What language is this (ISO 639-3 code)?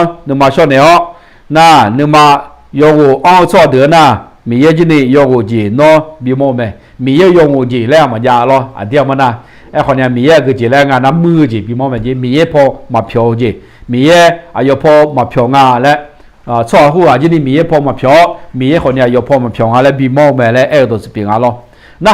ahk